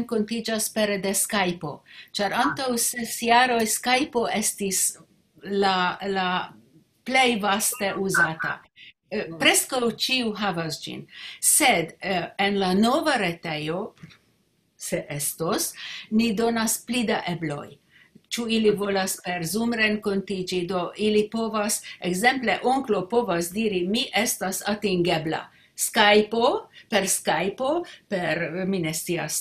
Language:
Esperanto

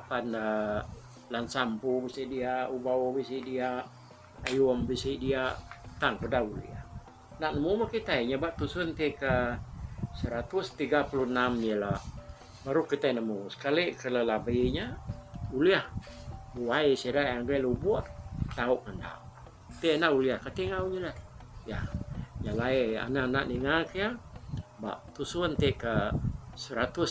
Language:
Iban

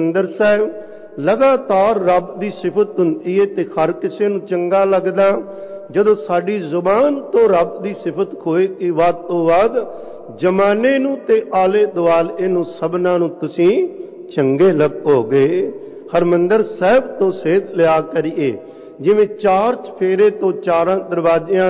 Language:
Punjabi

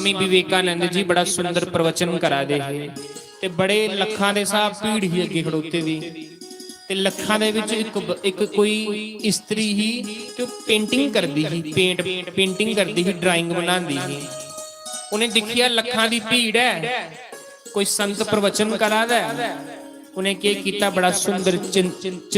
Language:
Dogri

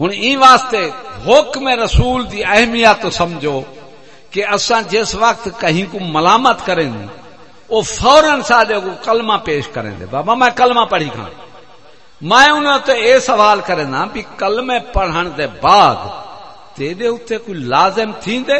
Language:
Saraiki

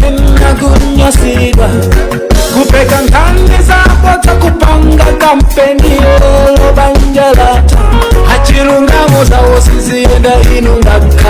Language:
Nyanja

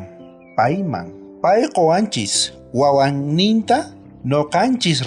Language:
South Bolivian Quechua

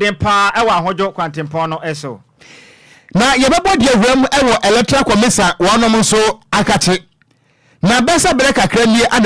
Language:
Akan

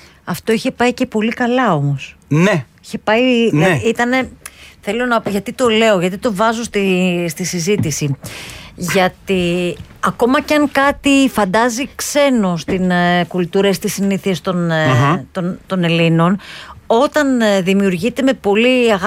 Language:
Greek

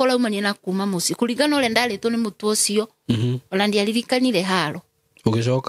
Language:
Kikuyu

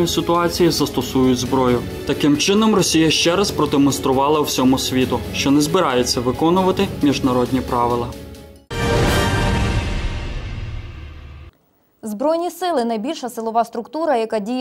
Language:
Ukrainian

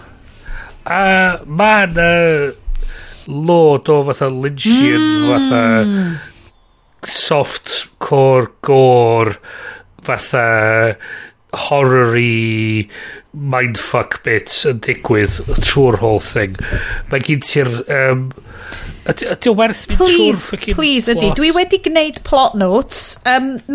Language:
Welsh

